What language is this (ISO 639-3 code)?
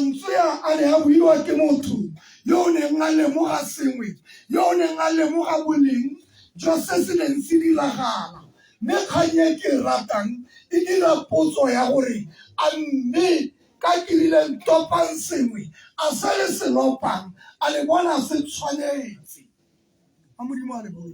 tsn